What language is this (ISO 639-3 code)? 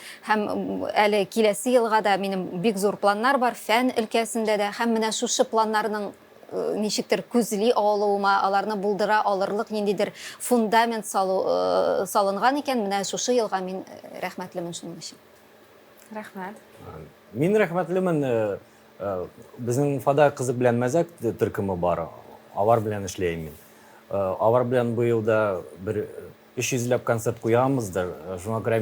tat